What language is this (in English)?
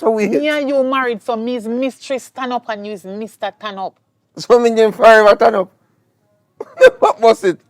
Jamaican Creole English